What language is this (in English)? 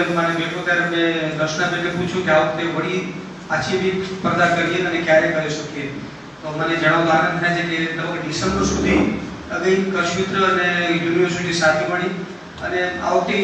Gujarati